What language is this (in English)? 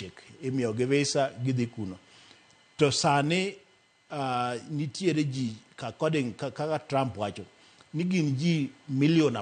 Luo (Kenya and Tanzania)